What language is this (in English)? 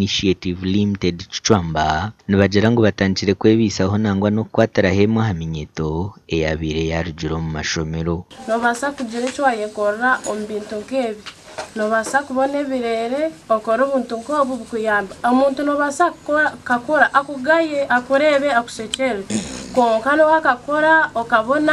Nyankole